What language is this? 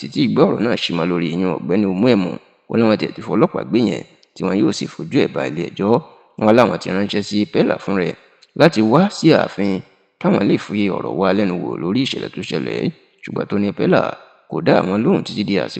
Yoruba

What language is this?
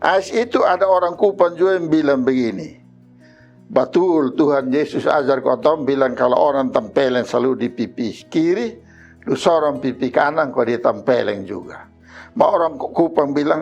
Kupang Malay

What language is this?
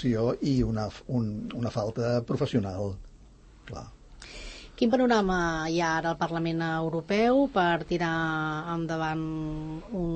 Catalan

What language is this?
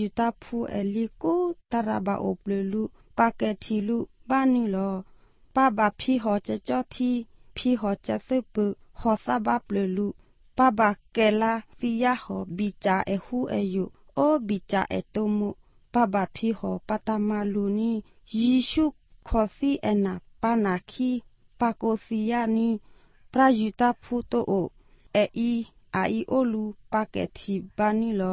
Slovenian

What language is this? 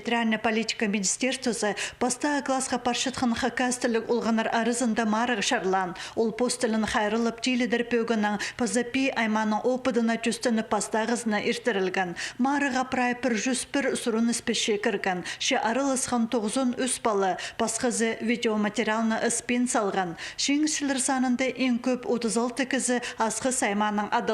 Khakas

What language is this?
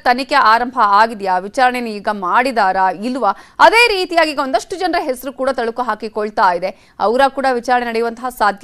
Kannada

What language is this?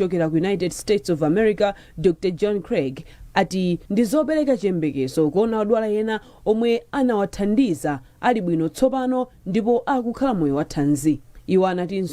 Nyanja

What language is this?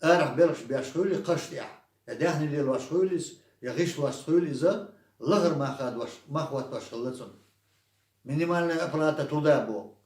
Chechen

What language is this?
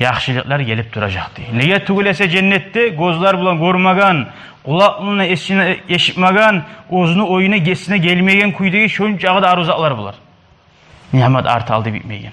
Kumyk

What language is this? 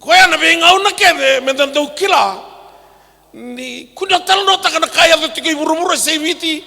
Fijian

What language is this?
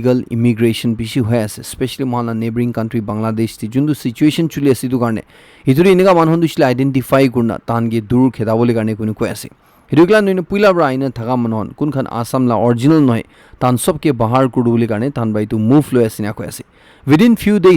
Naga Pidgin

